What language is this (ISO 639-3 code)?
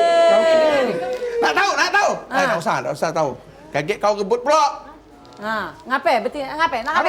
mui